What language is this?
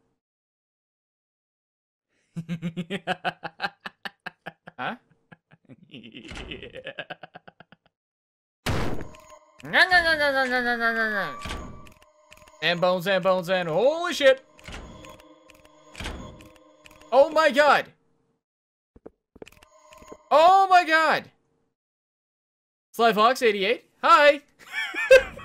English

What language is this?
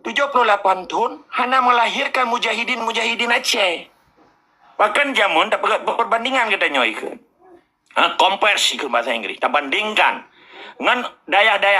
Achinese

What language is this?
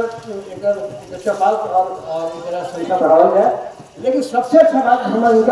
Magahi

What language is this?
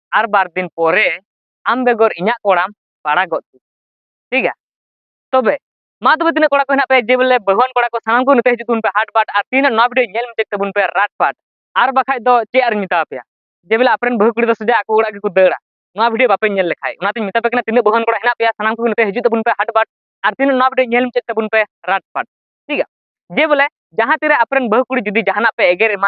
Santali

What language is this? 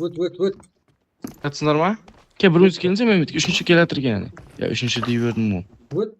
Kara-Kalpak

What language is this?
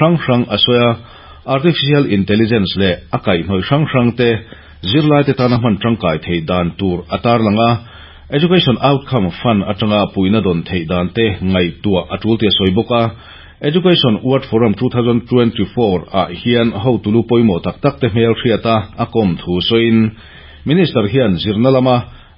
Mizo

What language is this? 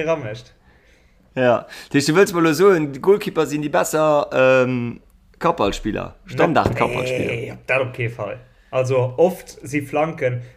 Luxembourgish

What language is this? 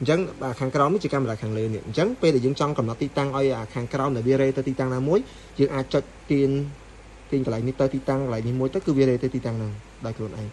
Khmer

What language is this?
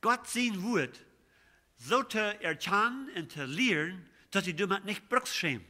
Plautdietsch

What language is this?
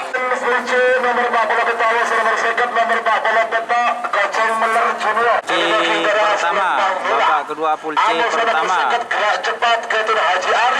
Madurese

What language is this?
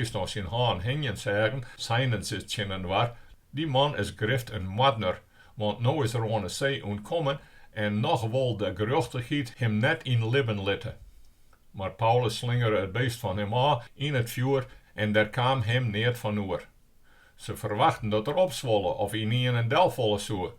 Western Frisian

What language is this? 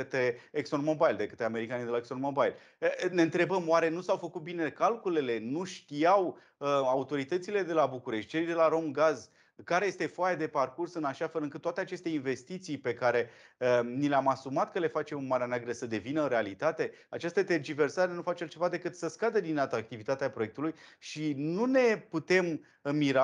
Romanian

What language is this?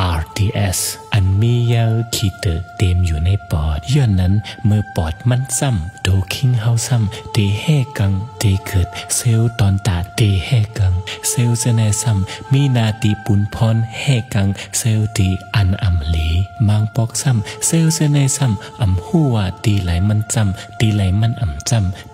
Shan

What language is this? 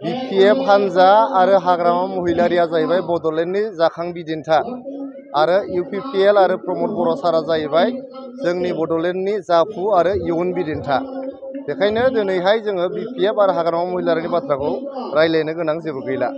Bodo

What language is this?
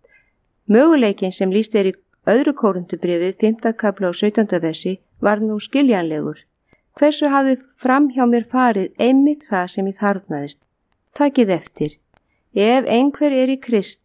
Icelandic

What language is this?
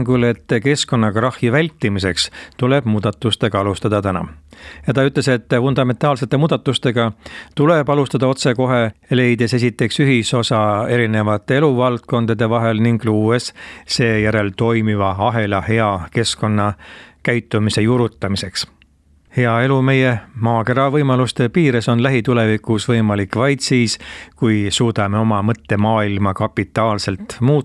Estonian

